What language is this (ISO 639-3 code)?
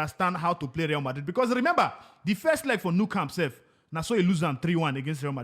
pcm